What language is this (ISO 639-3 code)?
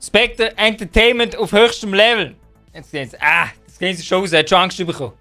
gsw